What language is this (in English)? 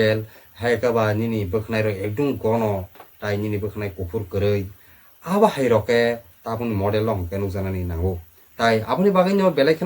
Kok Borok